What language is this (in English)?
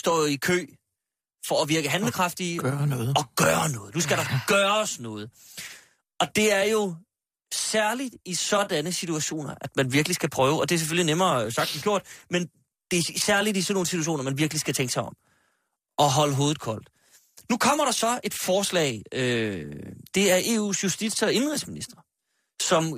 Danish